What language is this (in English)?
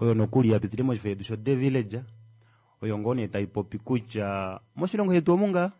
Kuanyama